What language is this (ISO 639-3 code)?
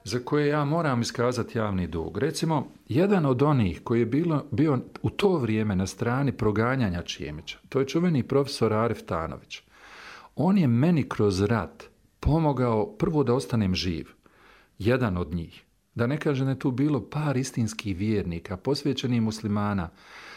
bos